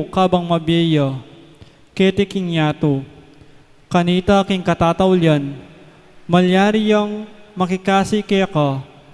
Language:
Pampanga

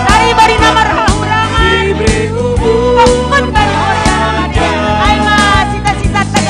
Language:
Batak Simalungun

